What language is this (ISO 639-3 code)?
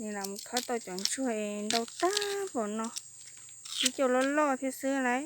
hmn